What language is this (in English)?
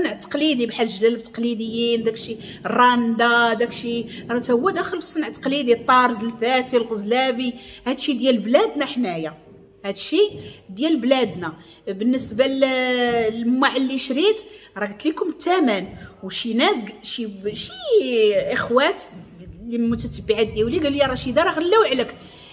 Moroccan Arabic